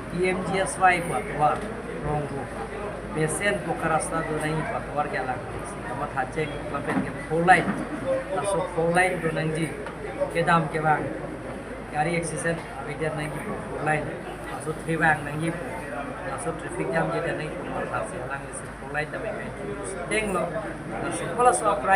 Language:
Karbi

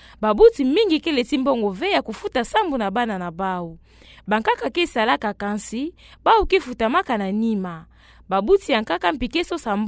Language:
Kituba (Democratic Republic of Congo)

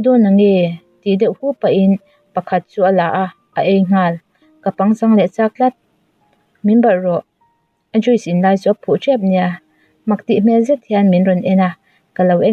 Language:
Mizo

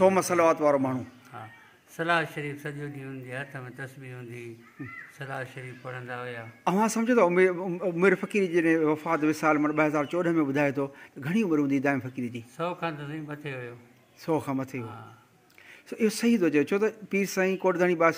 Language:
Sindhi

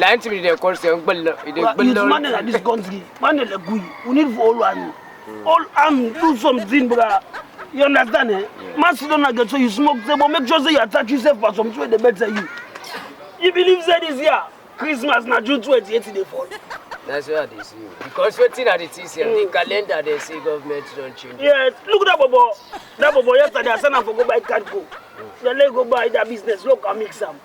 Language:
Krio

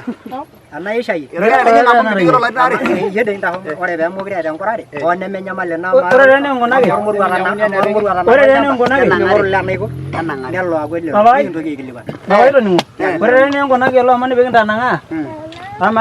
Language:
Masai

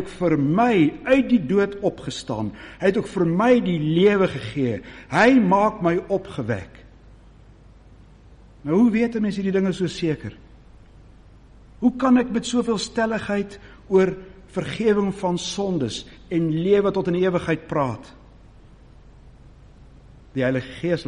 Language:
Afrikaans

